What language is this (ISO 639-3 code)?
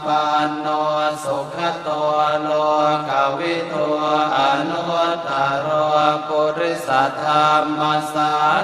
pli